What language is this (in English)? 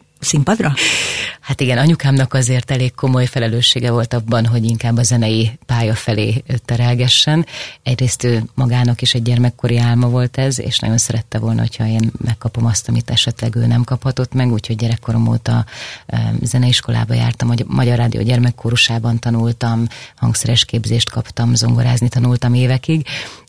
Hungarian